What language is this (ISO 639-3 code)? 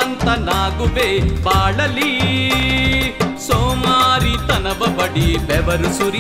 kan